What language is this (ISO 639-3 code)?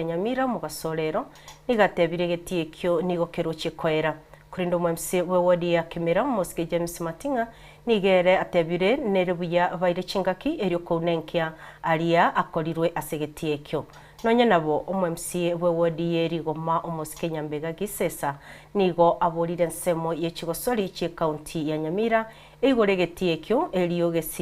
guz